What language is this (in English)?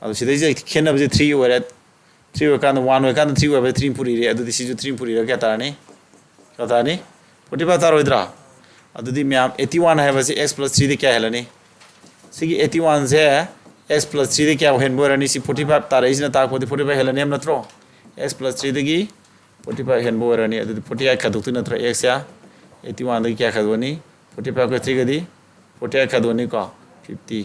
Manipuri